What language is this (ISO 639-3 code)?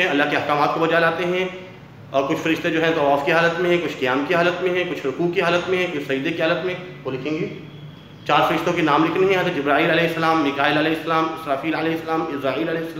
urd